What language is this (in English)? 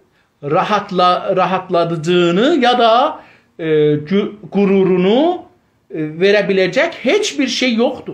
South Azerbaijani